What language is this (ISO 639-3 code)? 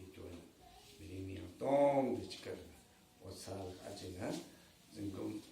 nmf